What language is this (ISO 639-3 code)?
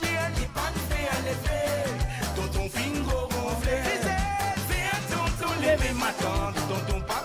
mfe